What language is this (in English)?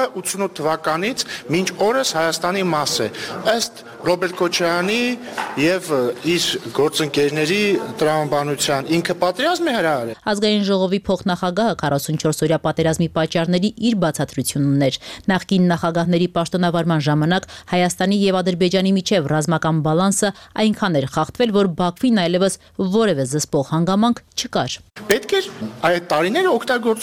Armenian